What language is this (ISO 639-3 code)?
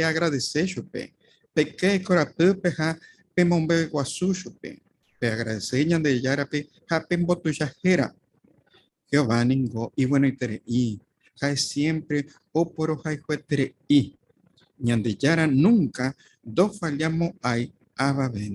grn